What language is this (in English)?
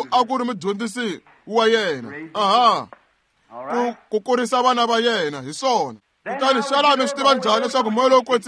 Tsonga